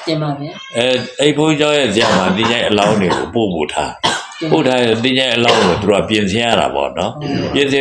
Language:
Burmese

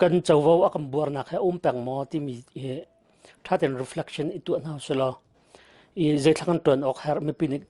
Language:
Hakha Chin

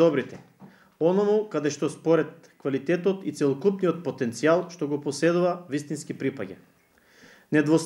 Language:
Macedonian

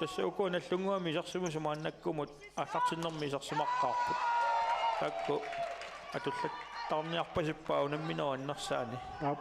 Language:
Kalaallisut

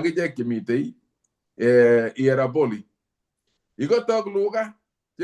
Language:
Kalenjin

